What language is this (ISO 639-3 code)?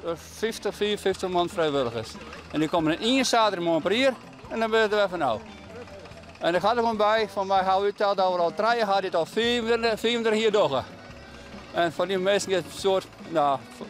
fry